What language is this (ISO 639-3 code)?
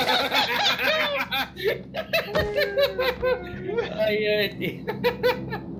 hrv